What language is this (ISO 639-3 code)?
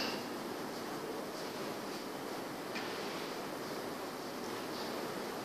ara